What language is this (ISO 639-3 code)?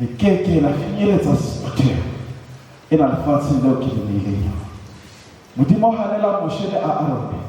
sot